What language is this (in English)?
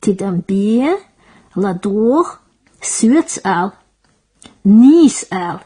Chechen